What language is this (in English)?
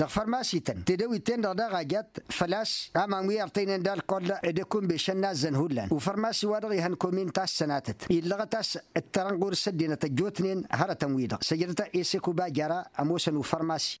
Tamasheq